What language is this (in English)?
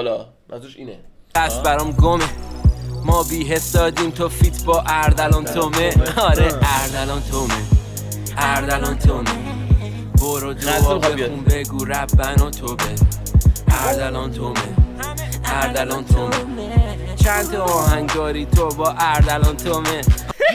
Persian